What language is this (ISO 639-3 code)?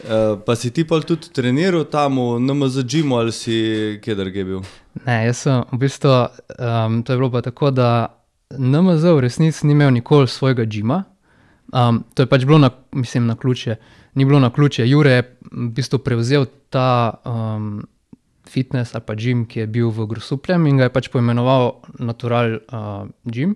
slv